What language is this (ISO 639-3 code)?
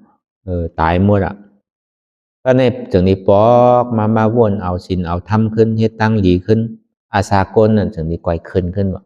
shn